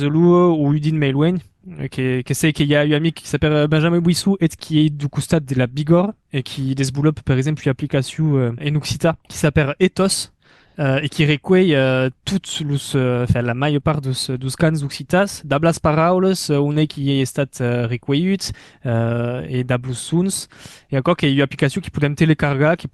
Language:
Occitan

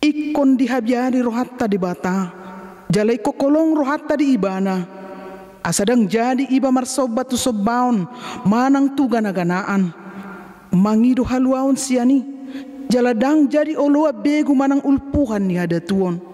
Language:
Batak Toba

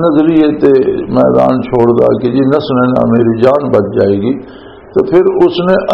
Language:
Western Panjabi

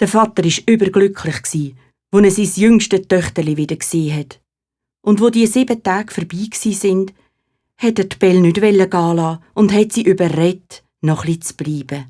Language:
Swiss German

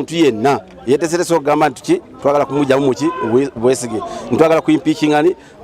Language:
Ganda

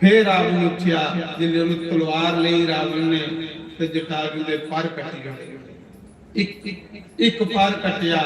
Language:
Dogri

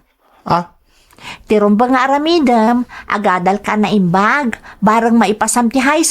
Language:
Iloko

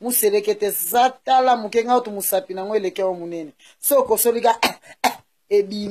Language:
Lingala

